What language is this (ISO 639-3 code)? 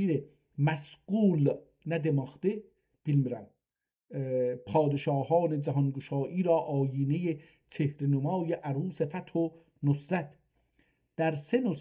azb